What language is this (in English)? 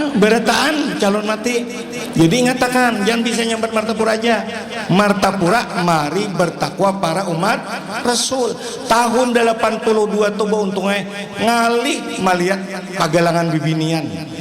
Banjar